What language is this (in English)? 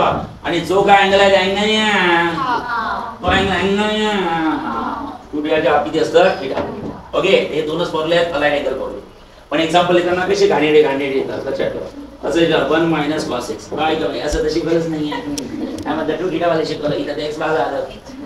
Marathi